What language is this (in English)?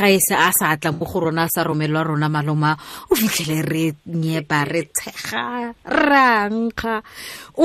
Tswana